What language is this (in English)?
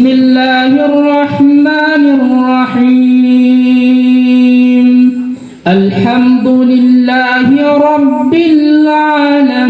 Buginese